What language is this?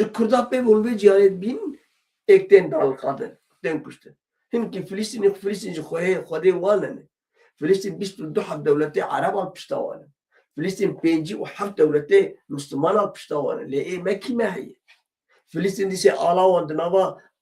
Kurdish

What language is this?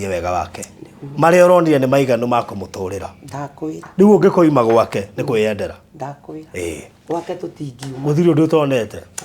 Kikuyu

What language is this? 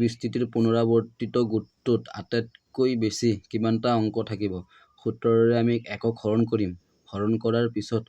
Assamese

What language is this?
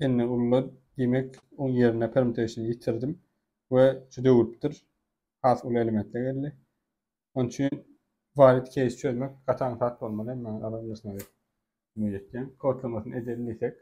Turkmen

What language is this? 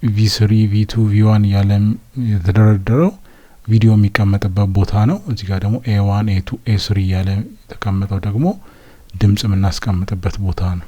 Amharic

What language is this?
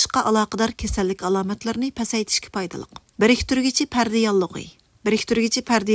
Uyghur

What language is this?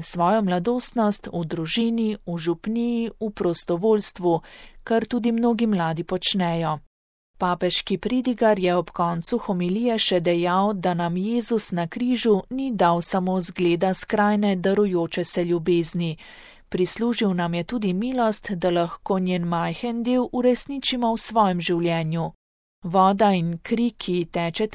Slovenian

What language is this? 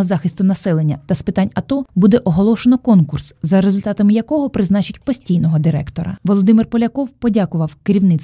Ukrainian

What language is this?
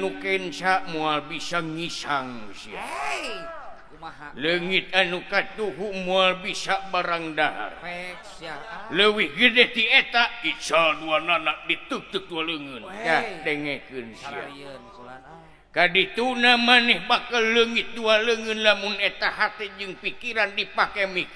Sundanese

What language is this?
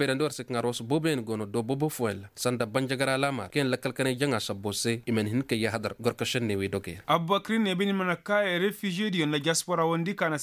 Koyraboro Senni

